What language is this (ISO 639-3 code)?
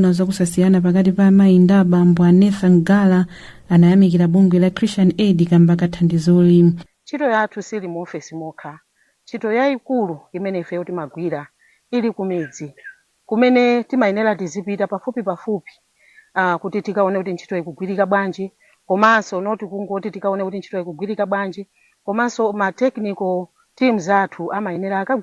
nya